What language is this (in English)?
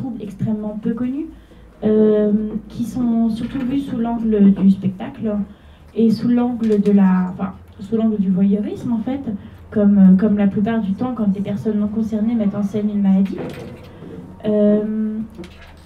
French